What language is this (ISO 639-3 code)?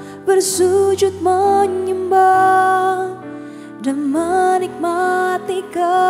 ind